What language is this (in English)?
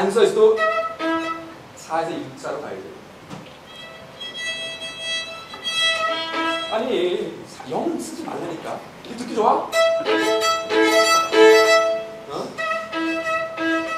Korean